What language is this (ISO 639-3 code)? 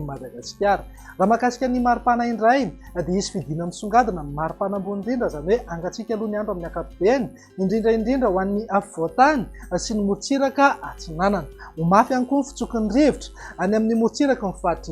mlg